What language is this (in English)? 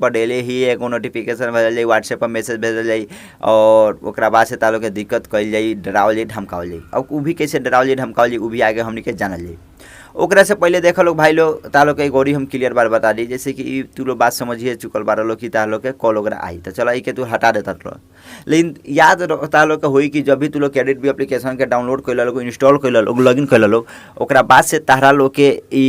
Bhojpuri